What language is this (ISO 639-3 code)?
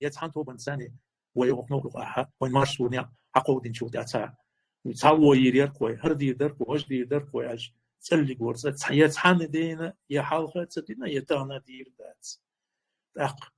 che